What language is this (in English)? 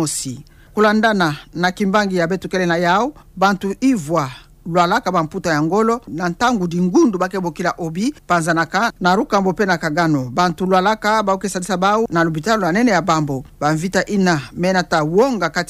Kituba (Democratic Republic of Congo)